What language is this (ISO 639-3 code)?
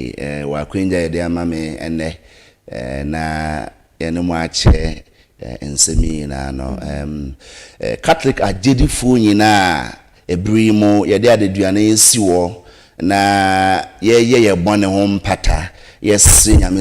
aka